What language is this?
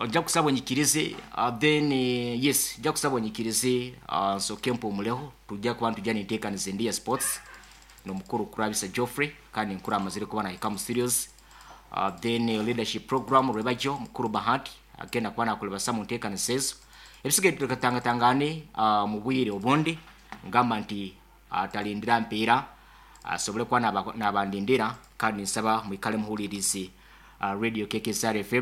Nyankole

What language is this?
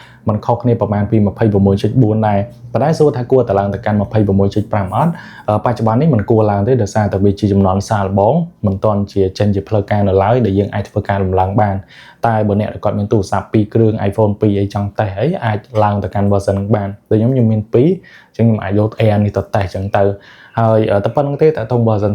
Khmer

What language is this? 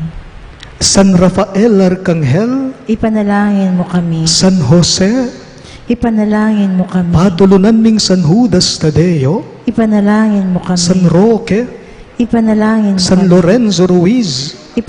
Pampanga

